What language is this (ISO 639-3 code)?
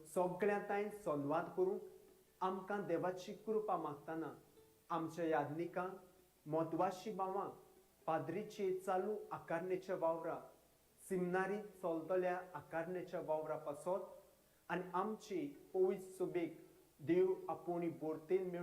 kok